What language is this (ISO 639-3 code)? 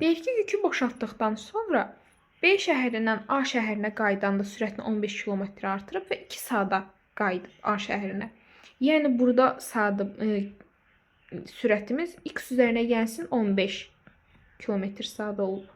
aze